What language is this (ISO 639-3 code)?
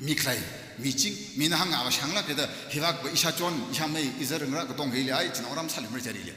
nmf